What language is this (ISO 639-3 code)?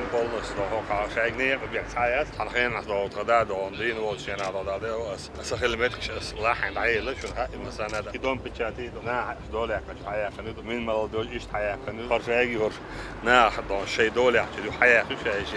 che